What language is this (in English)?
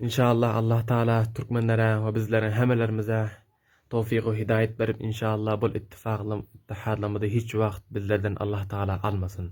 Turkmen